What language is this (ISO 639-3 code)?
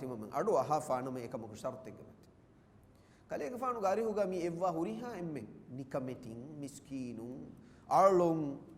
div